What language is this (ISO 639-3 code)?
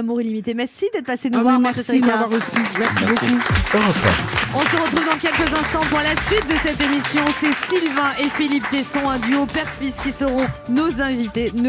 fra